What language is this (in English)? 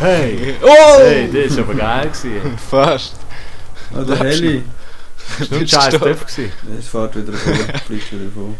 Swiss German